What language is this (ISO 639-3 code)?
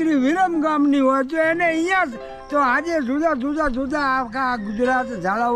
guj